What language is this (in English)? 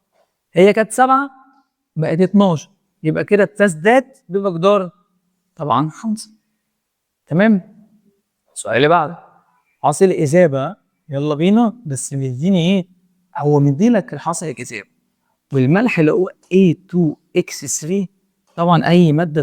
Egyptian Arabic